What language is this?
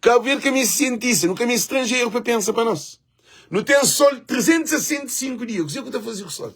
Kabuverdianu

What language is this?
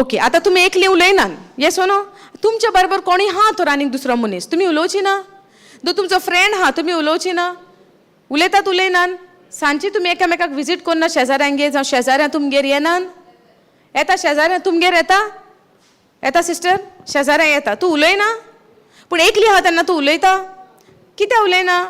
Konkani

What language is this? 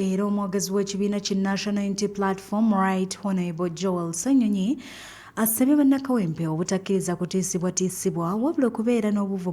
Ganda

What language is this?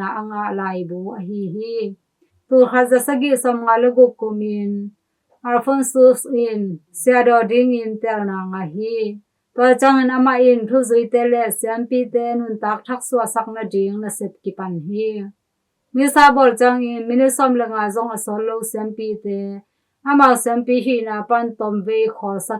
Tedim Chin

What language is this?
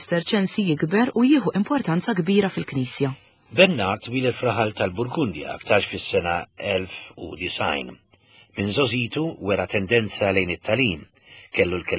Maltese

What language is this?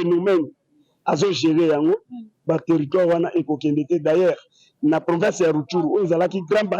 Lingala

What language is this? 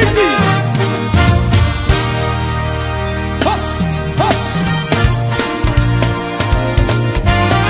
Swahili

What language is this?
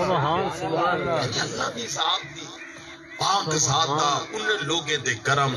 Saraiki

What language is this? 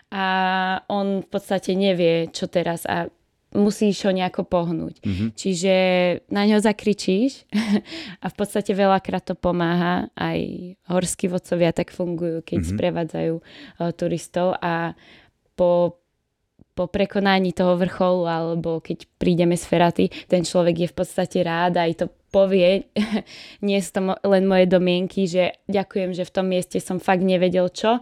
Slovak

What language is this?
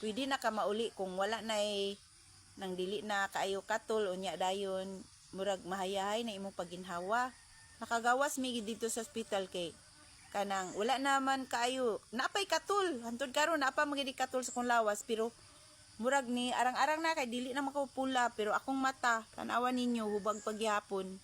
Cebuano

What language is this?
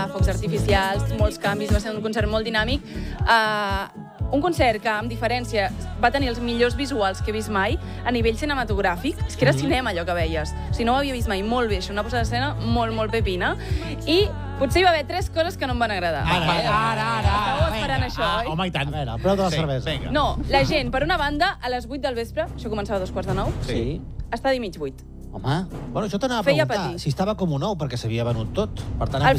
Catalan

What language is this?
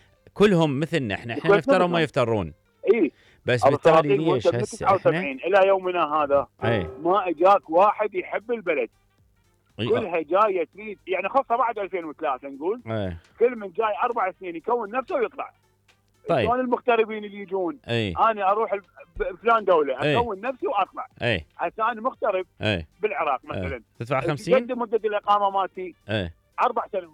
Mesopotamian Arabic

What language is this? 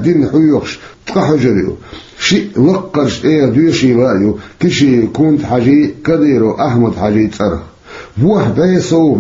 Chechen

